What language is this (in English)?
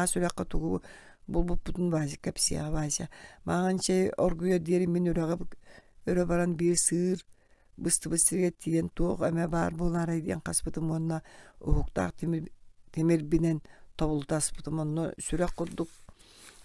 Yakut